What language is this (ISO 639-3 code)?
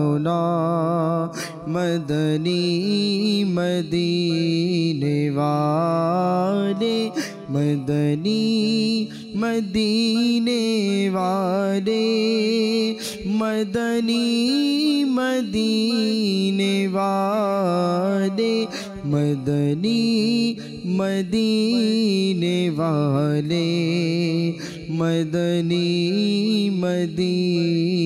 ben